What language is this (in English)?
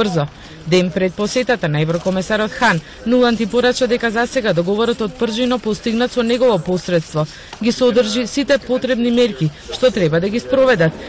Macedonian